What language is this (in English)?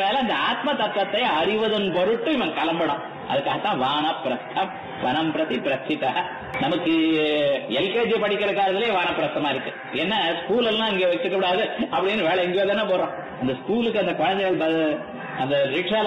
Tamil